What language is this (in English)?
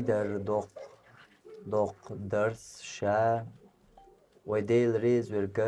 Chechen